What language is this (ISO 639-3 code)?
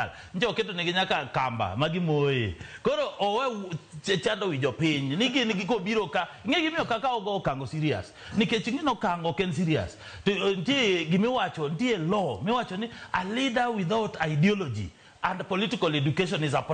luo